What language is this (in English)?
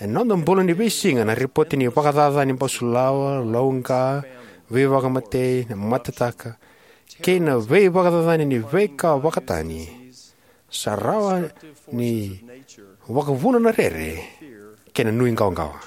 Fijian